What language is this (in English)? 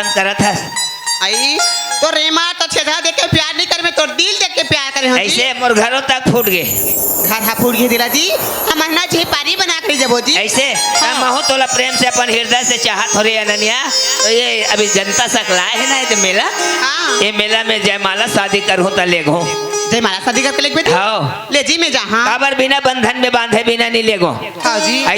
Chhattisgarhi